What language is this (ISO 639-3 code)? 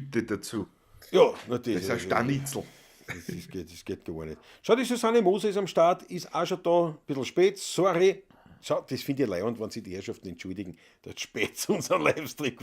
bar